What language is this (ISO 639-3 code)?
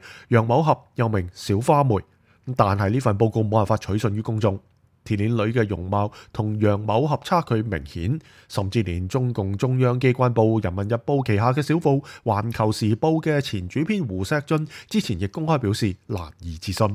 yue